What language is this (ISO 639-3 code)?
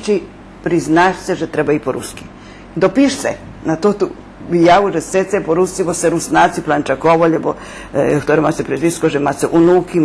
rue